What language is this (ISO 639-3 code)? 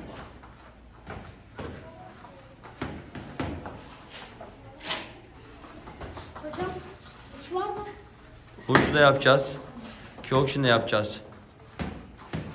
tur